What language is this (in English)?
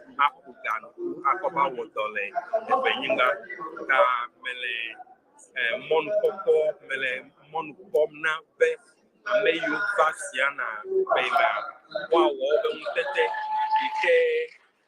Ewe